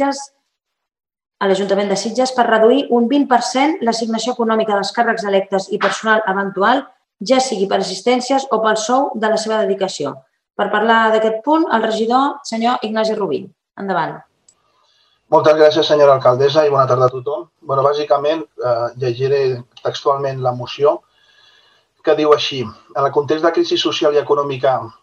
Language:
Catalan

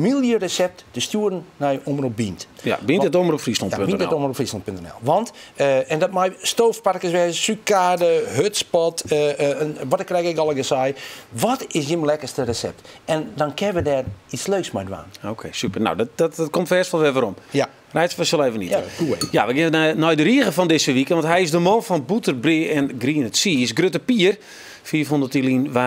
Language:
Western Frisian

